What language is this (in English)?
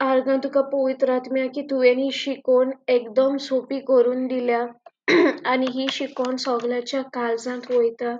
Konkani